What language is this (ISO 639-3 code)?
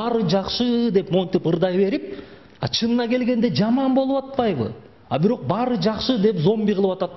kir